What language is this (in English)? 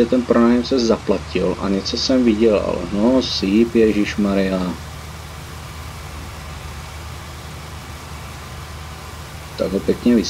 Czech